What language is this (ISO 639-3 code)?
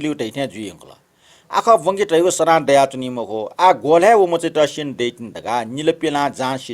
new